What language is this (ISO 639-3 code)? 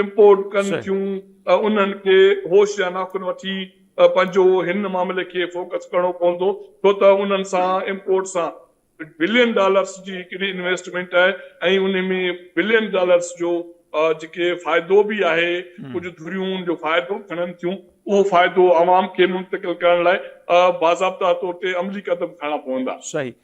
snd